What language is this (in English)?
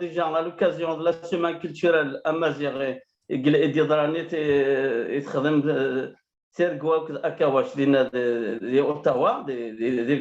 Kabyle